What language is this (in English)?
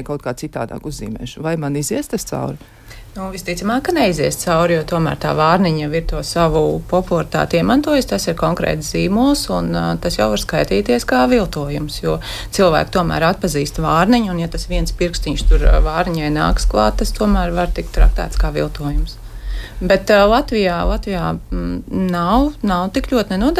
Latvian